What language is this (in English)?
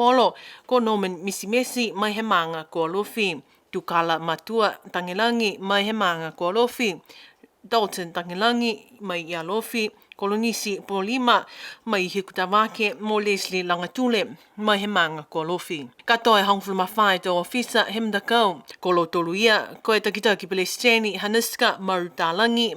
Niuean